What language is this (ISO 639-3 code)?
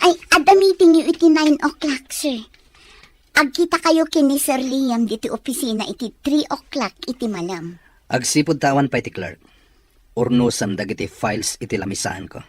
ilo